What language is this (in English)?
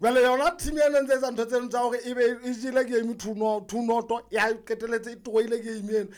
Southern Sotho